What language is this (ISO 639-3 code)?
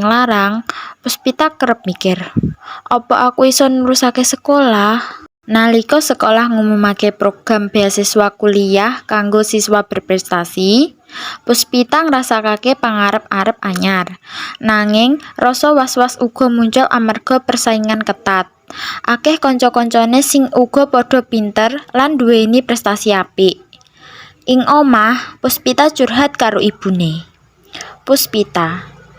jav